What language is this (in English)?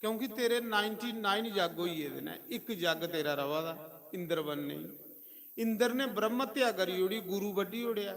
Dogri